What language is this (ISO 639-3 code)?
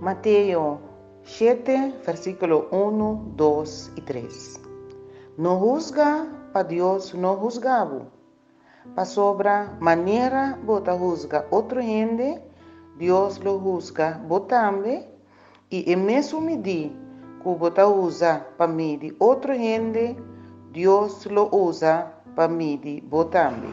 pap